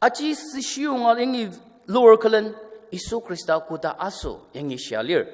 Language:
Ao Naga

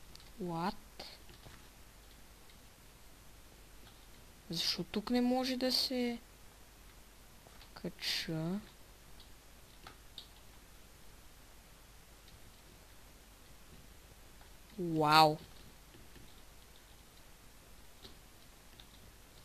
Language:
Bulgarian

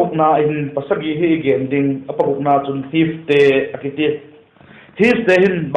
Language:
Vaiphei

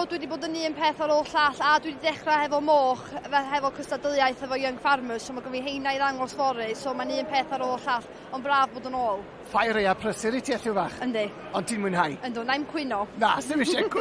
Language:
Welsh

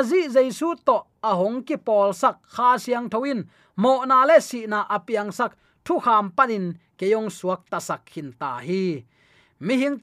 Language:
Tedim Chin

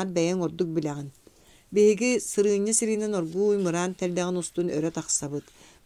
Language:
Yakut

